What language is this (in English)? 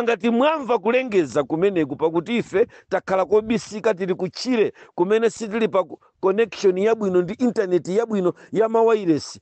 Nyanja